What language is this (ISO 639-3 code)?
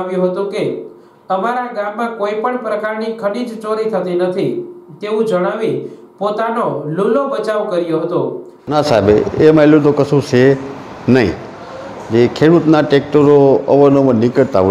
guj